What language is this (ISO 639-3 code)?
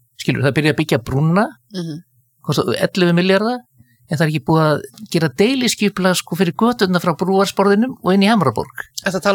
isl